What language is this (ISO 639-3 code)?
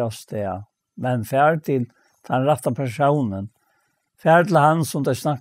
fao